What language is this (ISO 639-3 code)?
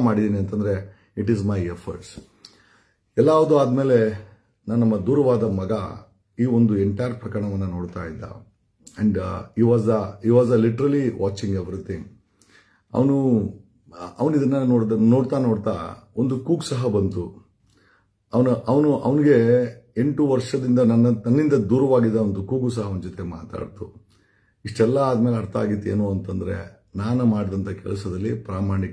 kan